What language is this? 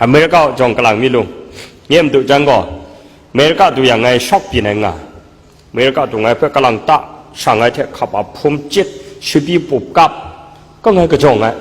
Kachin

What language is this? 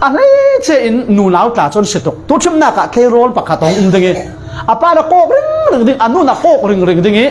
Falam Chin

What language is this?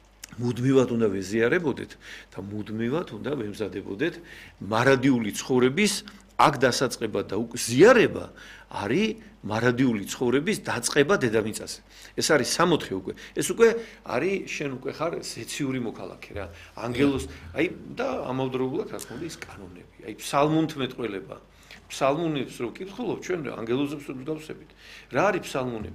Georgian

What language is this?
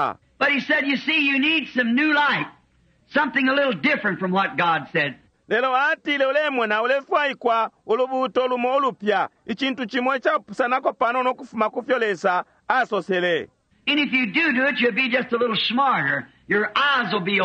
Bemba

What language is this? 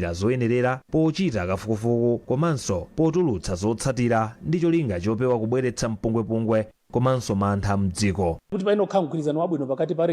Nyanja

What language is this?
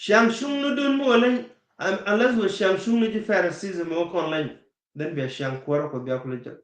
Nuer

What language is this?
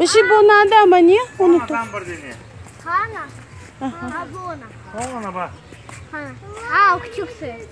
Crimean Tatar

